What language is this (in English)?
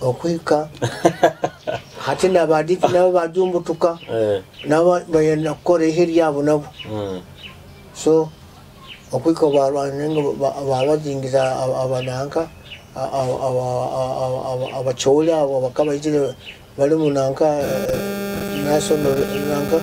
Nyoro